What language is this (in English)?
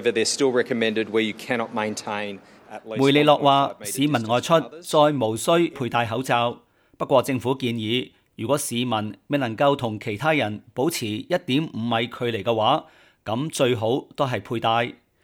Cantonese